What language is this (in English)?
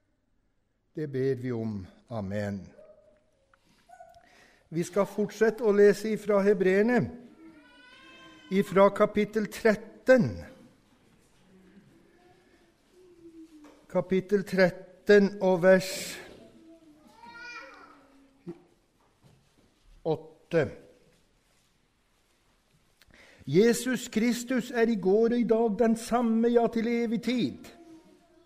Norwegian